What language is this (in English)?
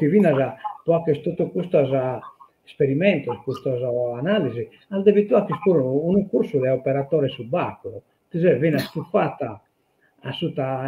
Sardinian